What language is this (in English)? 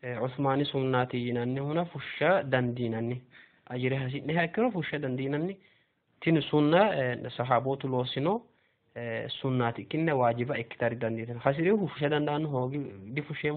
Sidamo